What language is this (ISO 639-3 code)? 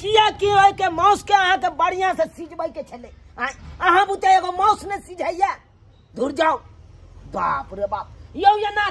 mai